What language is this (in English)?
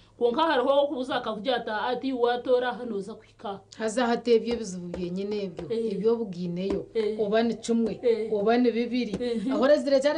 Nyankole